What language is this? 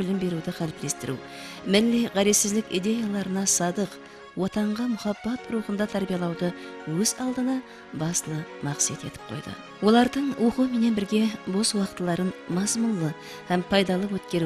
Kara-Kalpak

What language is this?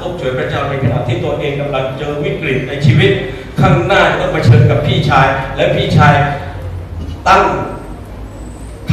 Thai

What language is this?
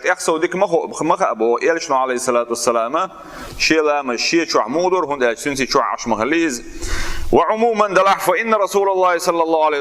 Chechen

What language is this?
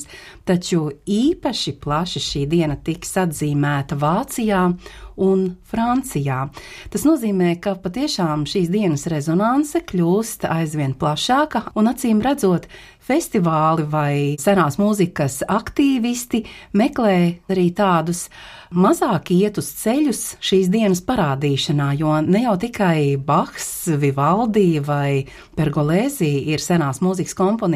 Latvian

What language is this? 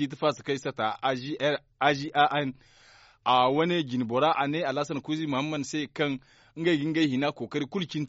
Zarma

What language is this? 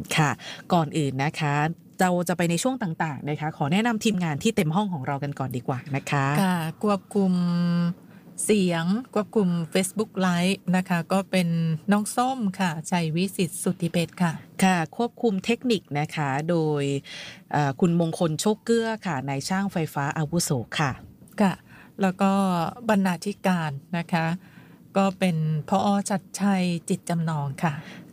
Thai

